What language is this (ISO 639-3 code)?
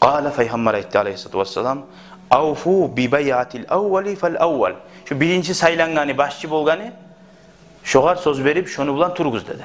kum